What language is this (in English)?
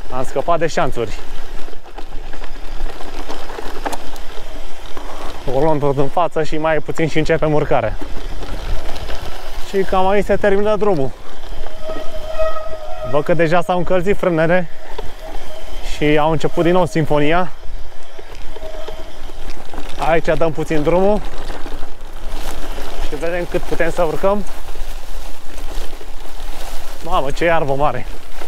Romanian